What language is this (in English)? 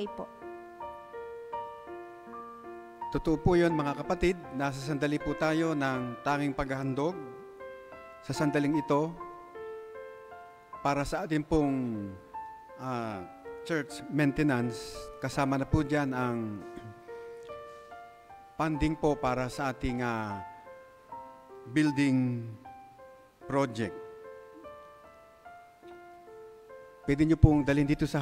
Filipino